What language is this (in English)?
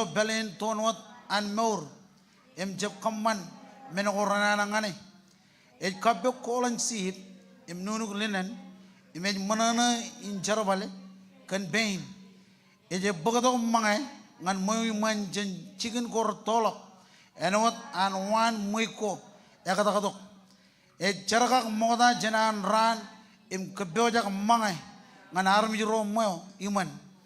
Marshallese